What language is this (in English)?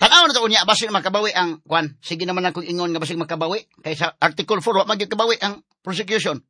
Cebuano